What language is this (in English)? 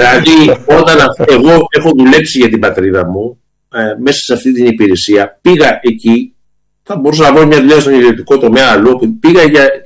Greek